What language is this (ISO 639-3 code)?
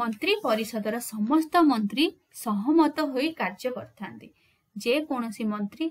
ori